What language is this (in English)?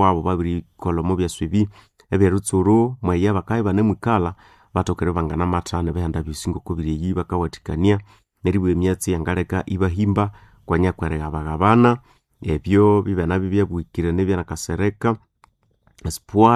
Nande